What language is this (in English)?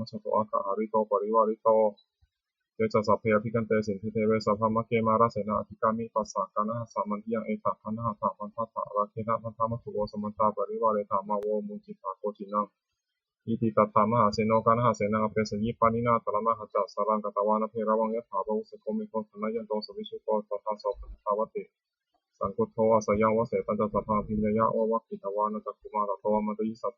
Pali